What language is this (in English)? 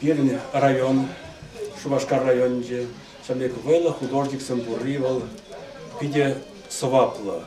Chuvash